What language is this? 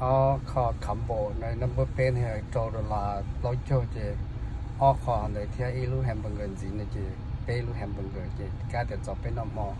Hmong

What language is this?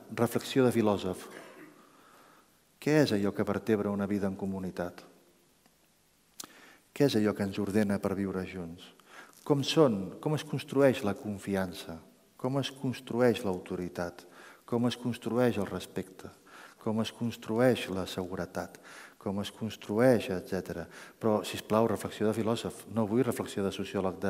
Catalan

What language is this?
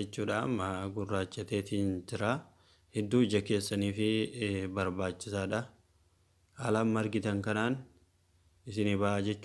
Oromo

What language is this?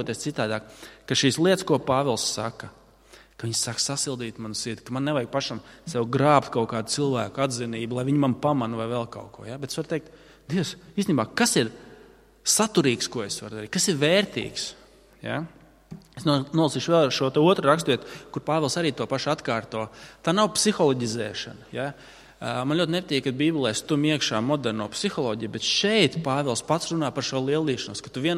Latvian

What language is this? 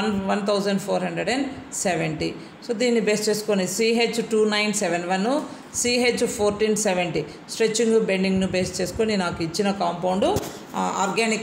Telugu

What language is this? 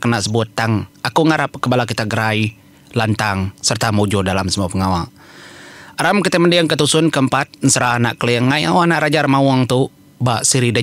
Iban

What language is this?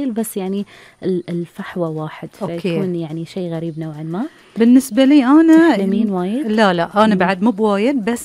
Gulf Arabic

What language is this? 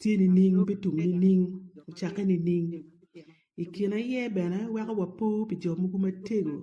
Acoli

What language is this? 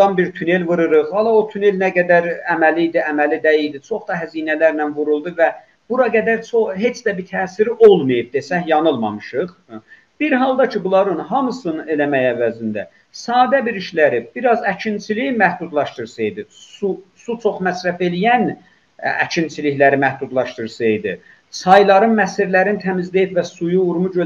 South Azerbaijani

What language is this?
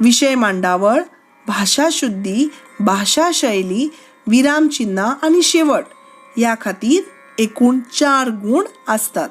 Konkani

